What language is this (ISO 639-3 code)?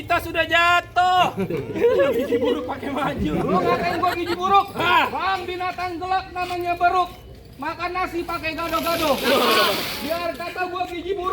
bew